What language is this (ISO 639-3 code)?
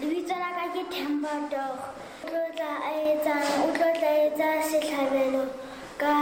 sot